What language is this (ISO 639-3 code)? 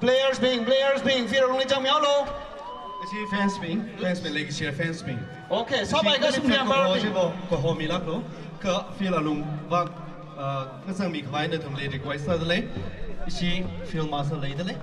nmf